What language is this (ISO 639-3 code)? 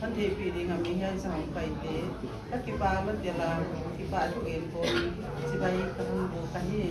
pck